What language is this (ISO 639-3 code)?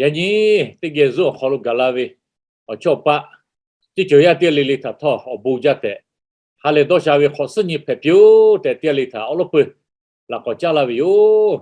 lhu